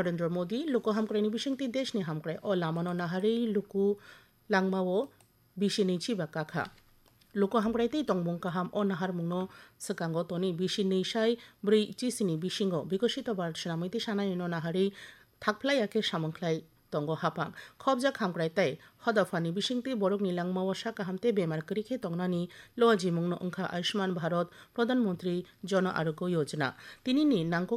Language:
Kok Borok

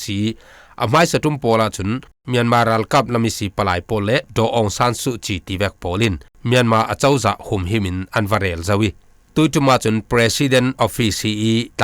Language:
Falam Chin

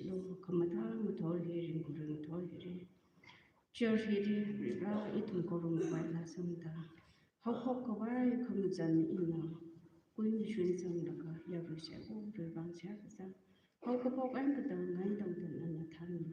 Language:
Tangkhul Naga (India)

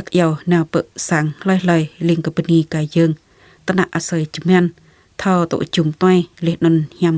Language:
Jarai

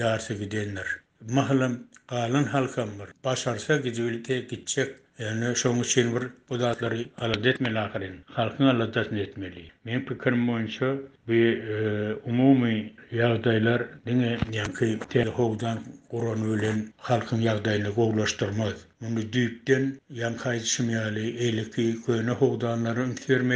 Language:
Turkmen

